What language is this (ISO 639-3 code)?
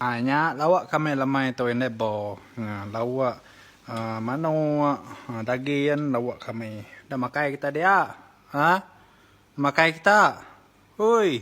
iba